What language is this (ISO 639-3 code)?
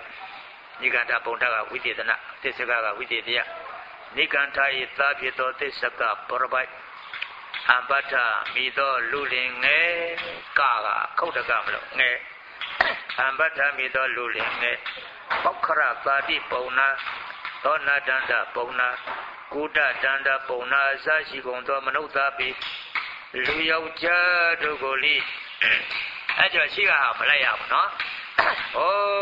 mya